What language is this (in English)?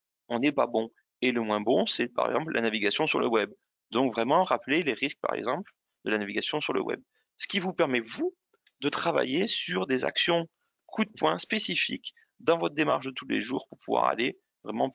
French